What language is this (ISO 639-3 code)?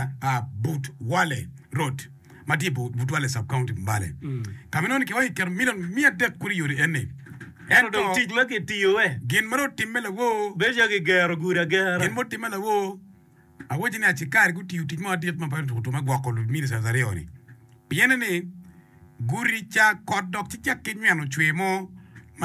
ach